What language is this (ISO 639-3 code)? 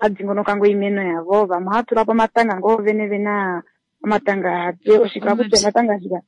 kua